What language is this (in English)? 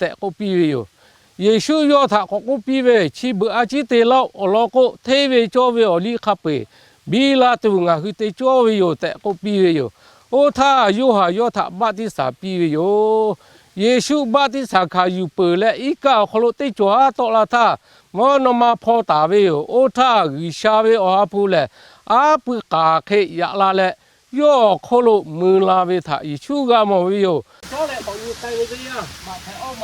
Lahu